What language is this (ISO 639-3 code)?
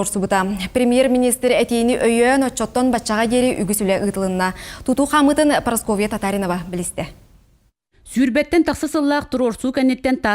sah